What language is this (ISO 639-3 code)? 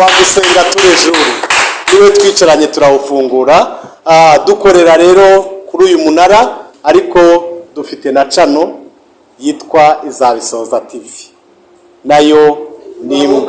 kin